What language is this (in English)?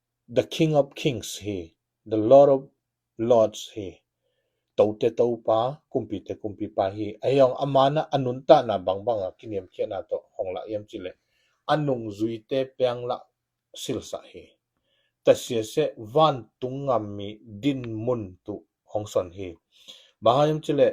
Tedim Chin